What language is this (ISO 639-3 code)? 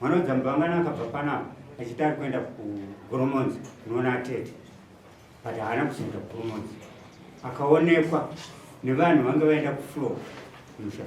sna